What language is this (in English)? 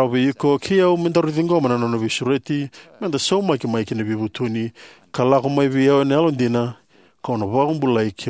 Fijian